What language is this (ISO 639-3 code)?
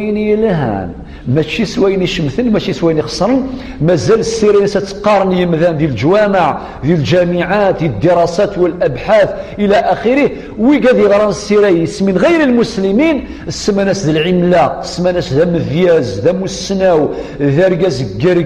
kab